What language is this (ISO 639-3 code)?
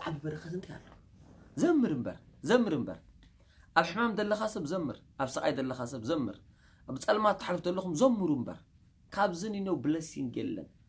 tir